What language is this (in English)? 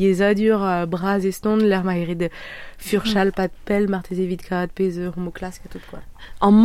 Breton